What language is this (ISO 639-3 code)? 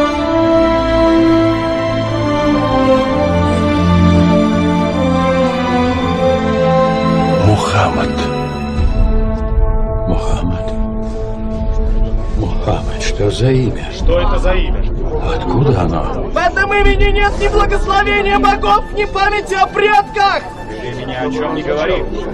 rus